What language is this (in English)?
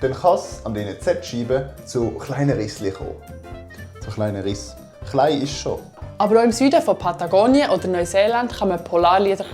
Swiss German